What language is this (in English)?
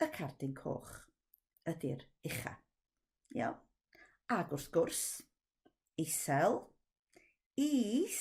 Welsh